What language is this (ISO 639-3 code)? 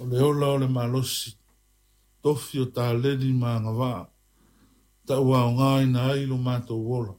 smo